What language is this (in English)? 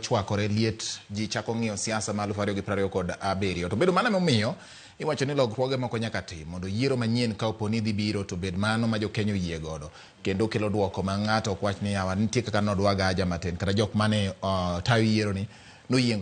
Luo (Kenya and Tanzania)